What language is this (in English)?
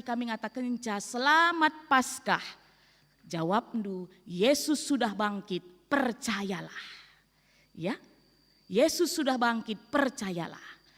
Batak Karo